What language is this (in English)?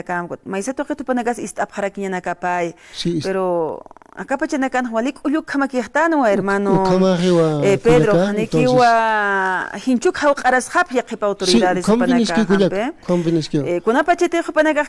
Aymara